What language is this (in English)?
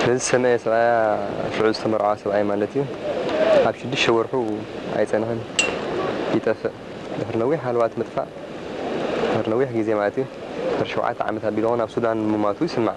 Tigrinya